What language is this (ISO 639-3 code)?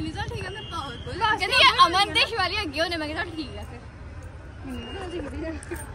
pan